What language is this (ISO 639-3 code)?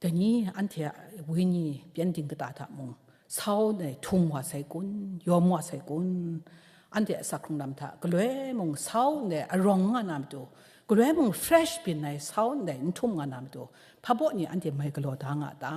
kac